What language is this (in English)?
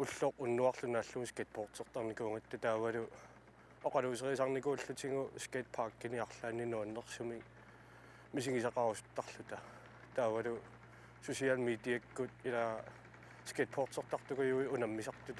Kalaallisut